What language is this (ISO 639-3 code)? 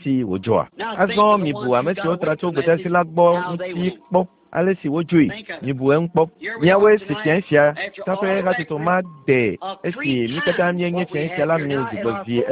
ewe